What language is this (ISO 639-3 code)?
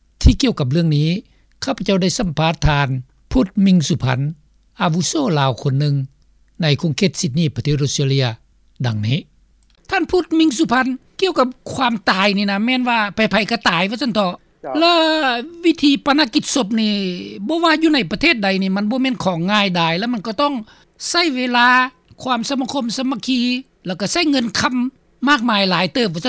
lao